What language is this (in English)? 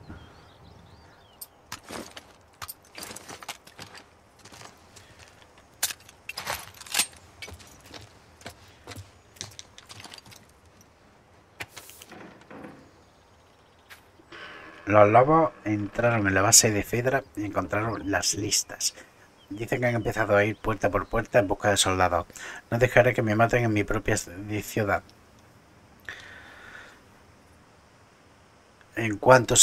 Spanish